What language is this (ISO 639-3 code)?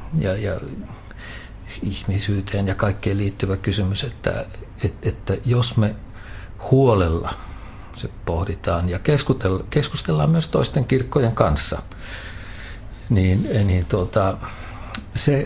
fin